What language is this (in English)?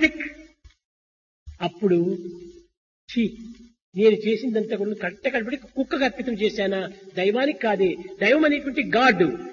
Telugu